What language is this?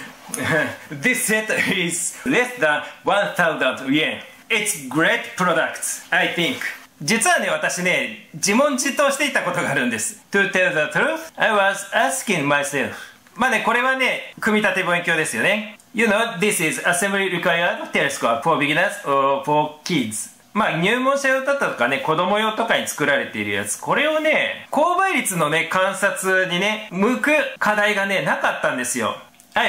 Japanese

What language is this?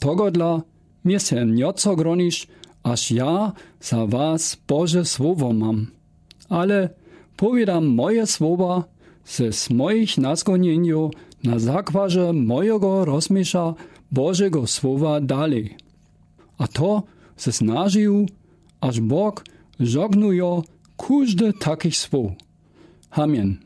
Lower Sorbian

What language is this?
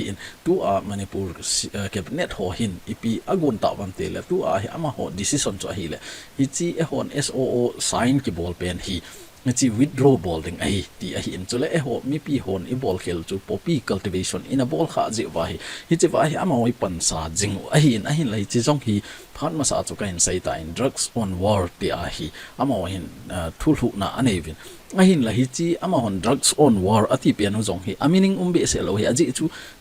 Thado Chin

